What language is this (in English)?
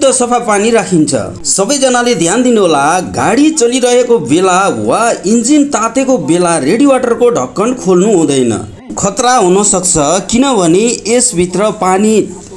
Nepali